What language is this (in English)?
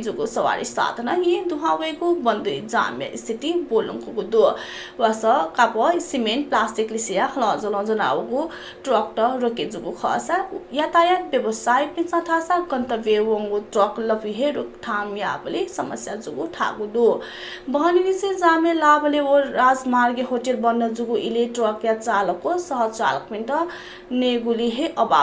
Newari